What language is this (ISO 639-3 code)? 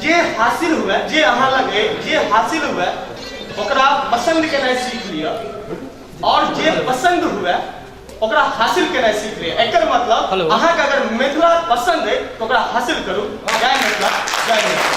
mai